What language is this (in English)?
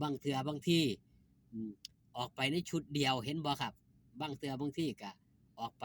Northeastern Thai